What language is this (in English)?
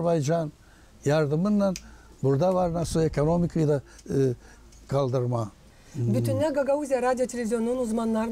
Gagauz